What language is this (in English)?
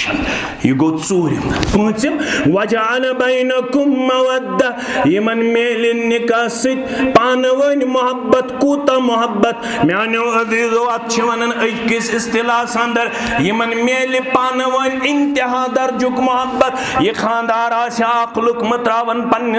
Kashmiri